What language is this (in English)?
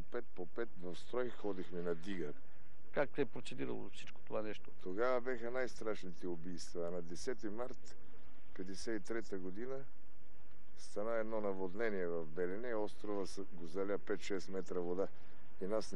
Bulgarian